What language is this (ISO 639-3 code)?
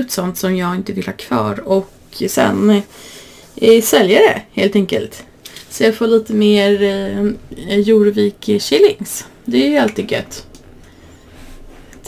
swe